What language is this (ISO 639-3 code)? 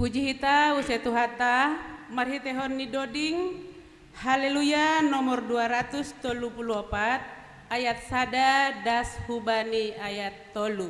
bts